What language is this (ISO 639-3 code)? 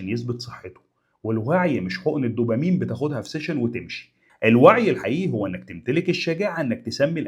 arz